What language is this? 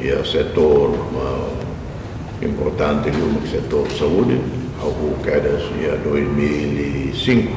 Tetum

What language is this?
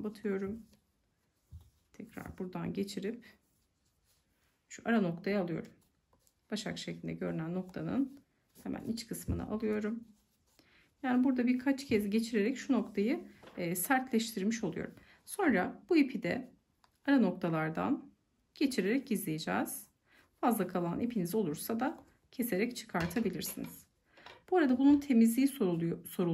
Turkish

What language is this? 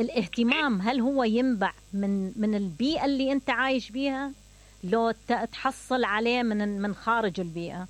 Mesopotamian Arabic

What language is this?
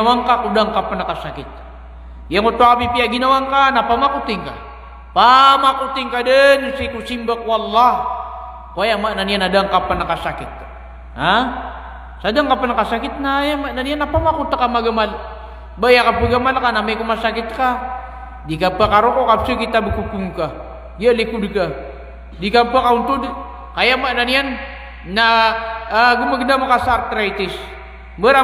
Maranao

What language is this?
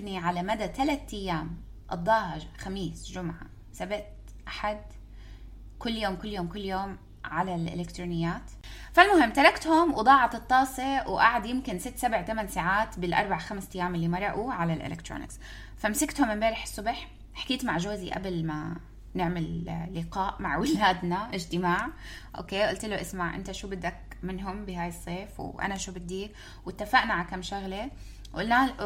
North Levantine Arabic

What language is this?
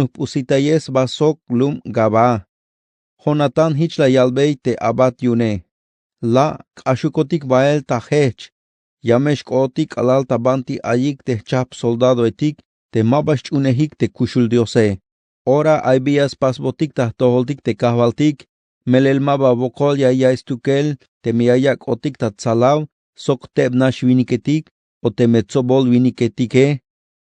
Tzeltal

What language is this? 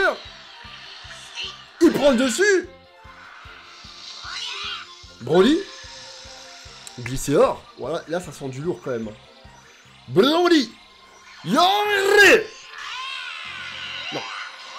French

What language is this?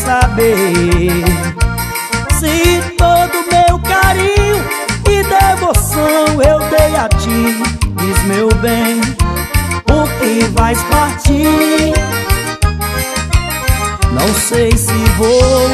Portuguese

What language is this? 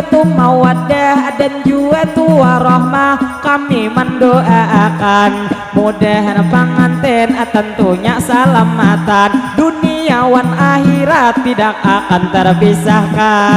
Banjar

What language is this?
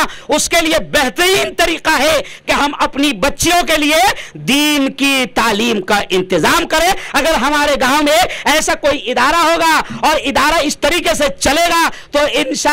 Urdu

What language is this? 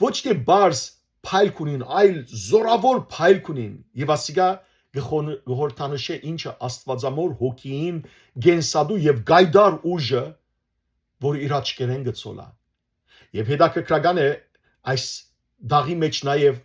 Western Armenian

